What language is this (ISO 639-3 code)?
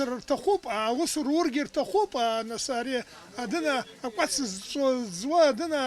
abk